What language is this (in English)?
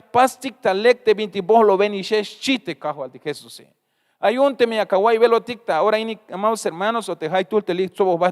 Tzeltal